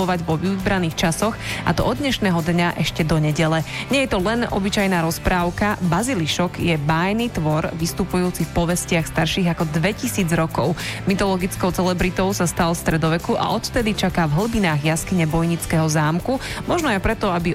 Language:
Slovak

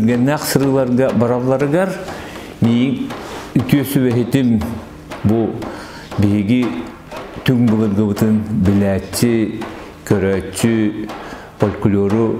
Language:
Yakut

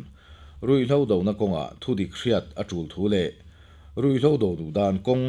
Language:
Mizo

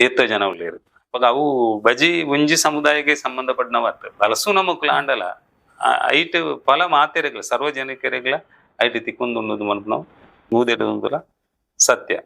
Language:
Tulu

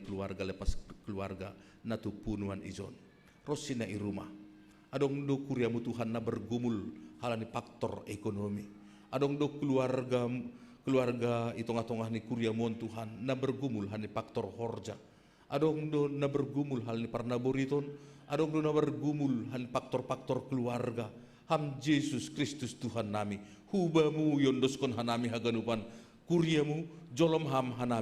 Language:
Batak Simalungun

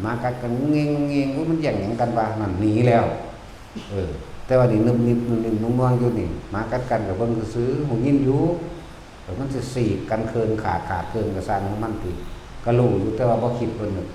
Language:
Northeastern Thai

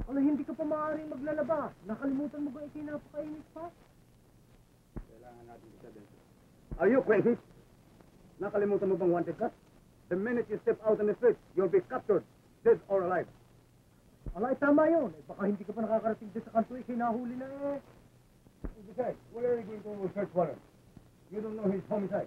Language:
Filipino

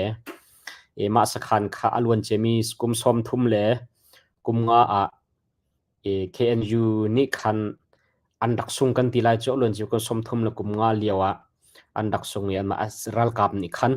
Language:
Hakha Chin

